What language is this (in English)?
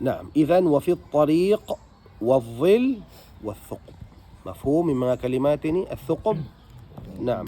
Tausug